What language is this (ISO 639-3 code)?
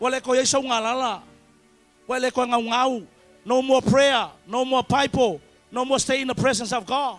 smo